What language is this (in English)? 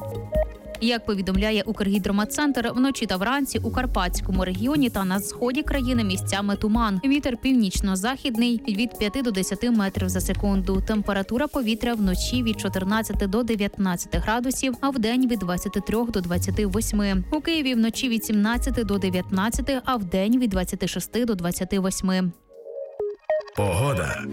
Ukrainian